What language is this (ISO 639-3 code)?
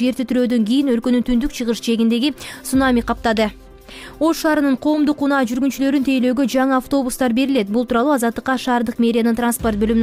kir